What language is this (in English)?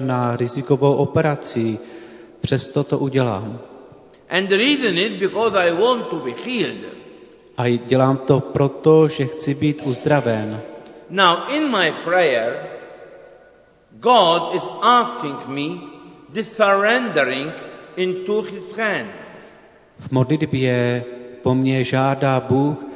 Czech